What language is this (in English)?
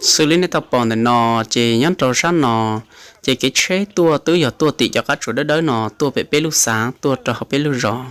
Hmong